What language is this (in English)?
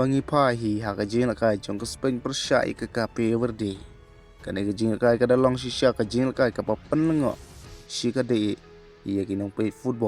Khasi